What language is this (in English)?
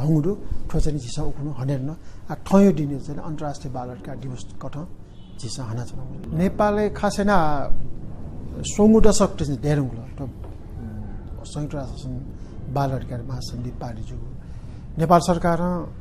Newari